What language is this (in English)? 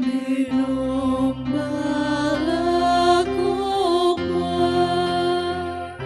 Toraja-Sa'dan